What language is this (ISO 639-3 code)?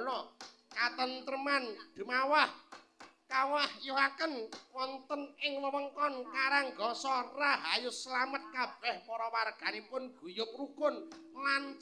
jav